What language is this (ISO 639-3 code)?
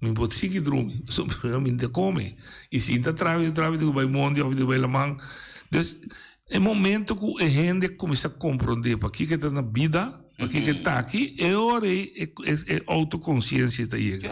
pap